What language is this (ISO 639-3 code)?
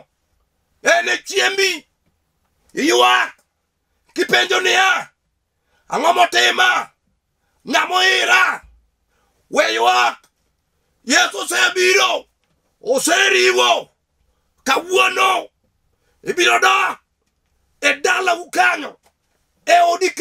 luo